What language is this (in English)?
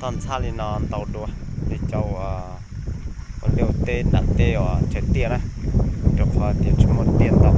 Hmong